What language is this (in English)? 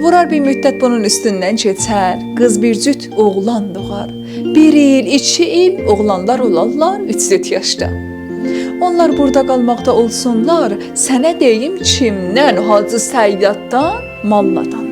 South Azerbaijani